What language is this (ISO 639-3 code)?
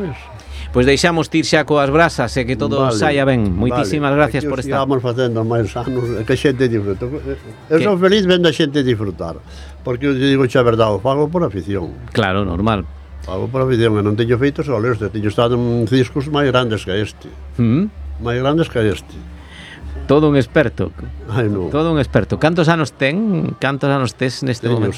glg